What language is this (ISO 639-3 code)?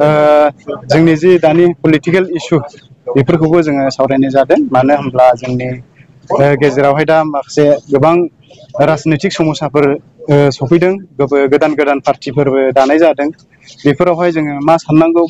brx